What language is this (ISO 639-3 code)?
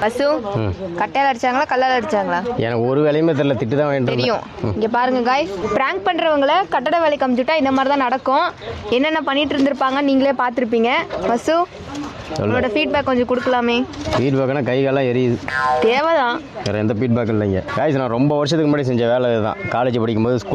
tam